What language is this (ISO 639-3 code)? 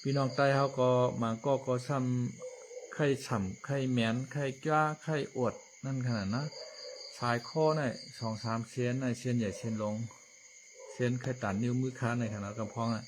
shn